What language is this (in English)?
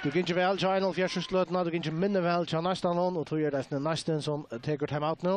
Faroese